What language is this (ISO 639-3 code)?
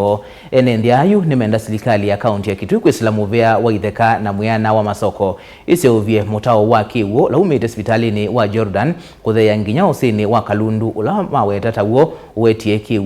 kam